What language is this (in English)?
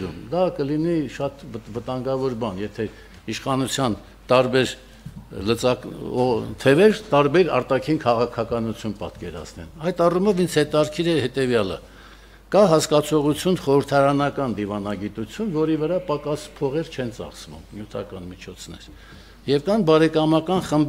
Armenian